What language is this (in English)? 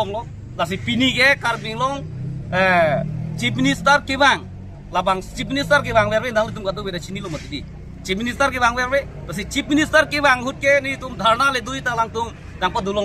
Karbi